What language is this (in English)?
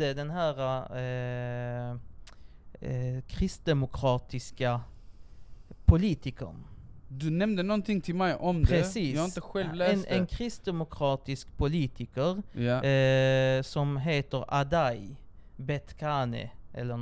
Swedish